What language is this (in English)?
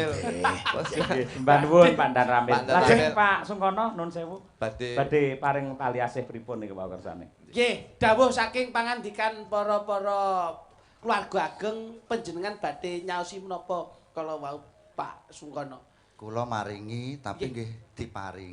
Javanese